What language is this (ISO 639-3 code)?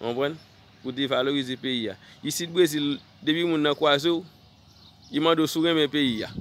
hat